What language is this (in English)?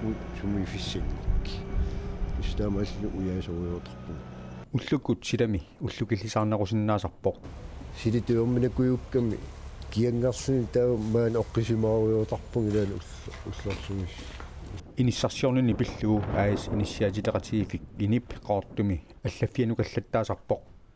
Kalaallisut